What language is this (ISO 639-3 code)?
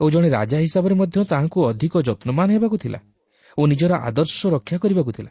ori